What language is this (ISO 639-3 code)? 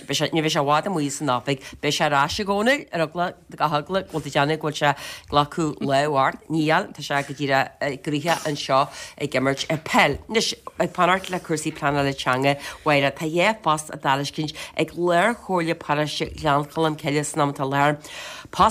gle